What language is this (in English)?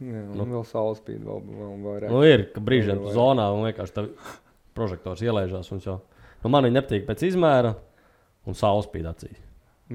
Latvian